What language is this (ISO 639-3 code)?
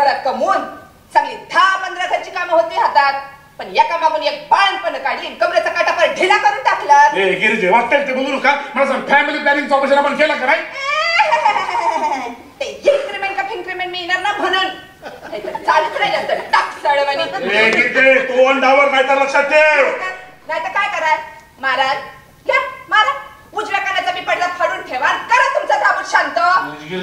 mar